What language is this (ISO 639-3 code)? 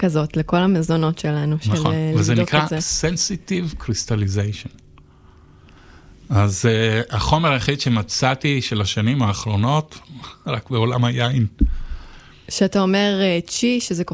heb